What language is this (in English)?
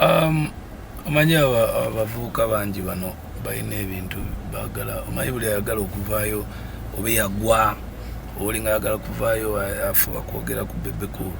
Ganda